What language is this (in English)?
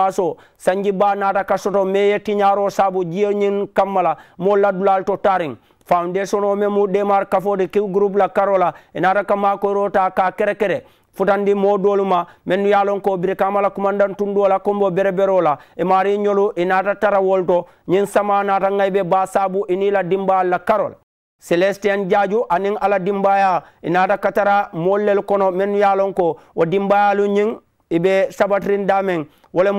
Mandingo